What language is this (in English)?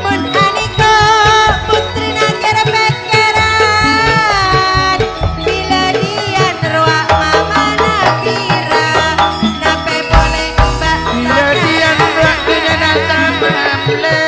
Madurese